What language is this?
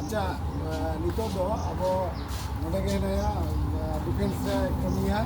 Santali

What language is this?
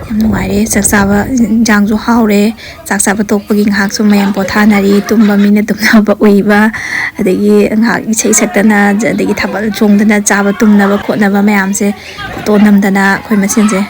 Manipuri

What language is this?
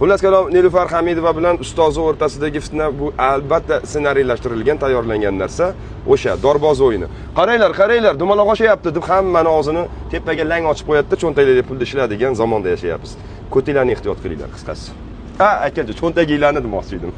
Uzbek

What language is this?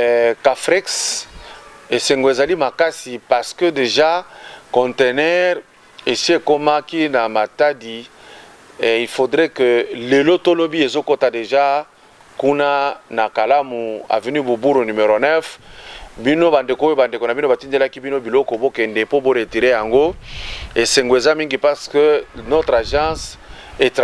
Lingala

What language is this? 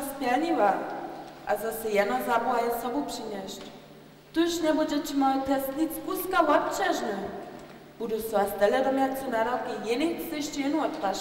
Upper Sorbian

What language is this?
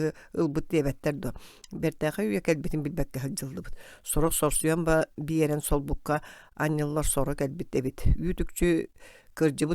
Yakut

